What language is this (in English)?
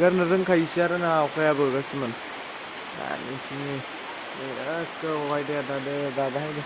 Bodo